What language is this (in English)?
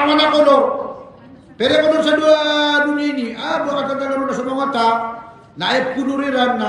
Maranao